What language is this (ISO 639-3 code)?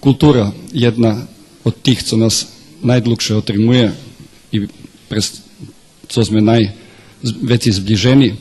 rue